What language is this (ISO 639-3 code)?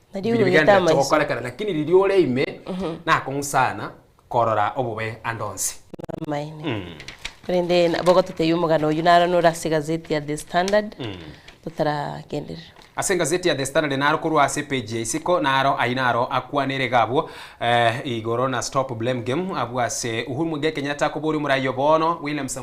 guz